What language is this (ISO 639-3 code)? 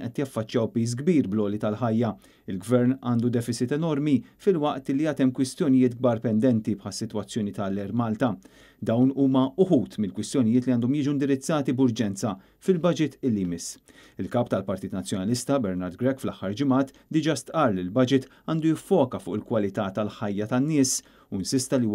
mlt